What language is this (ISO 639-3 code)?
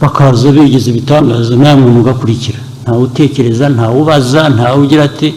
kin